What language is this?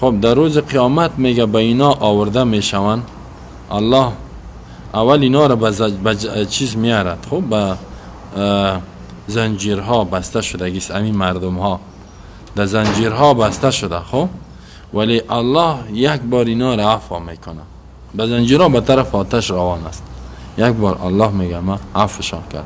Persian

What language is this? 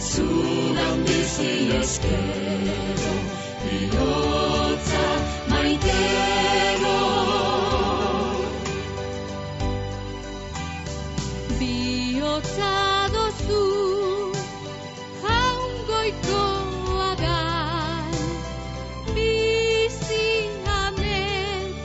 Basque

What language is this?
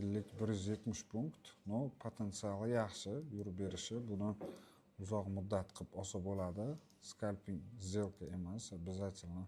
Uzbek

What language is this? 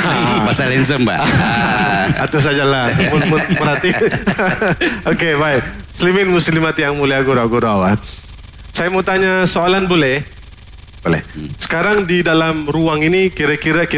Malay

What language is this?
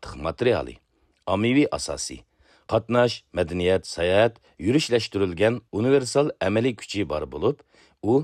Uyghur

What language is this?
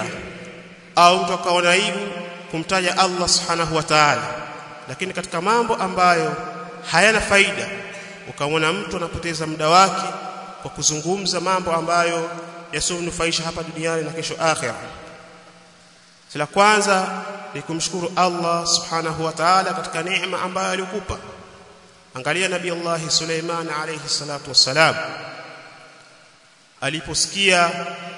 Swahili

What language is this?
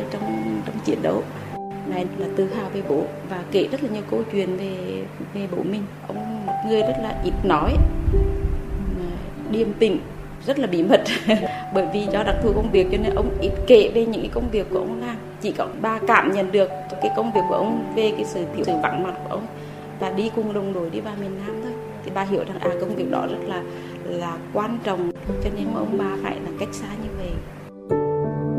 Vietnamese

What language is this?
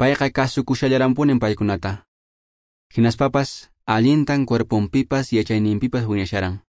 Quechua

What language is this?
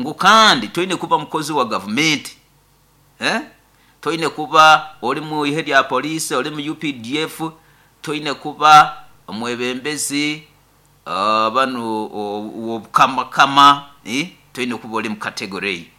Nyoro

